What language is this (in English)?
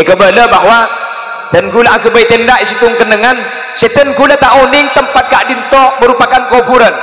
Madurese